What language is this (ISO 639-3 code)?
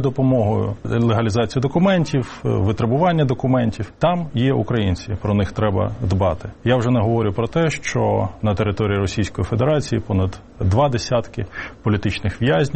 ukr